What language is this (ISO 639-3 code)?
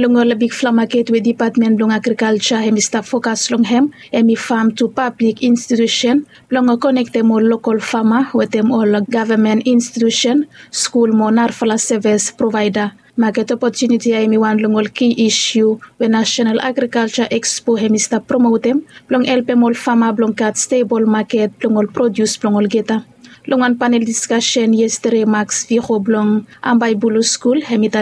bis